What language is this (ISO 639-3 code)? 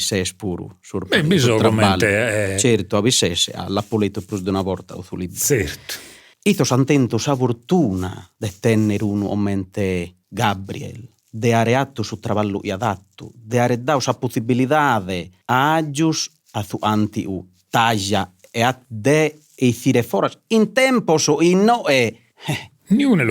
srd